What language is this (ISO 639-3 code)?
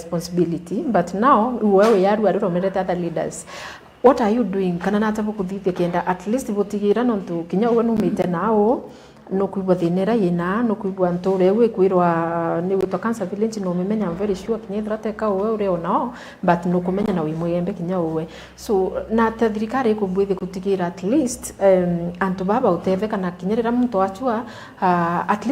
mer